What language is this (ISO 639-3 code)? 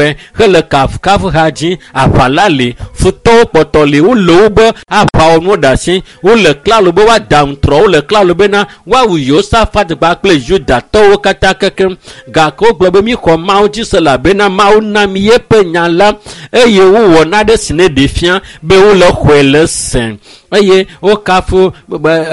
ewe